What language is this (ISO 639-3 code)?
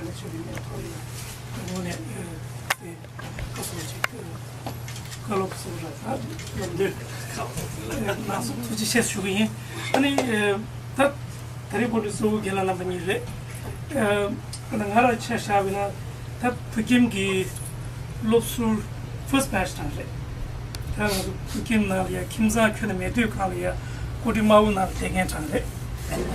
bod